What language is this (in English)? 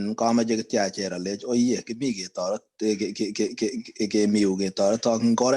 Kalenjin